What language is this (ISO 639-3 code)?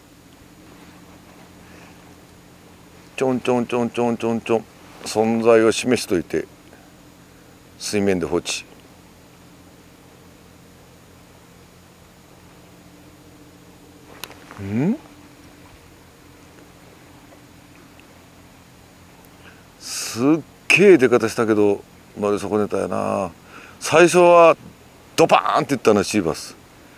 jpn